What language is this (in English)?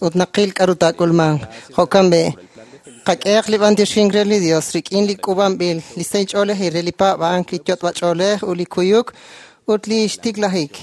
Kekchí